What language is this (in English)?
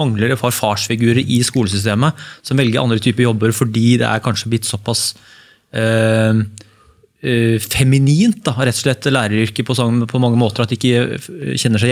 Norwegian